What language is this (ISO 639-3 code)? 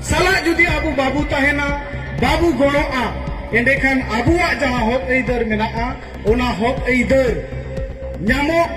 sat